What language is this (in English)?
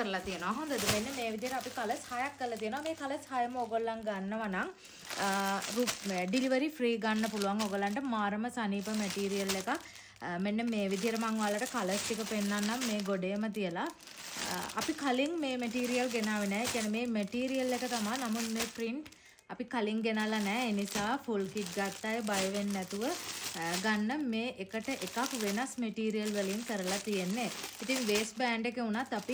Sinhala